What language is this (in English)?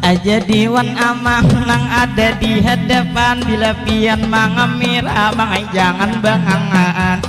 Banjar